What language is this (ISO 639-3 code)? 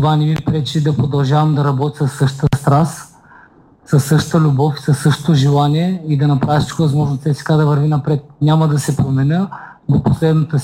bul